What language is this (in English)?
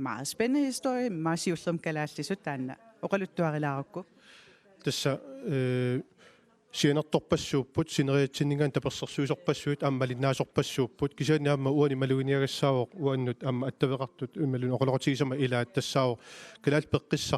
Kalaallisut